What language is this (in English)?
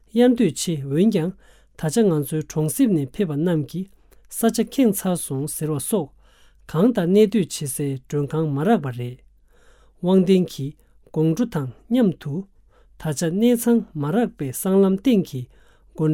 Tibetan